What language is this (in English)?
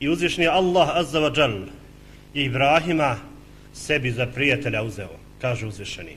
Bosnian